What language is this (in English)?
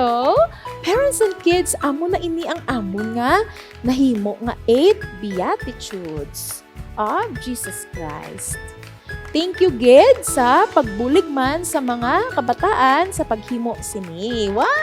Hiligaynon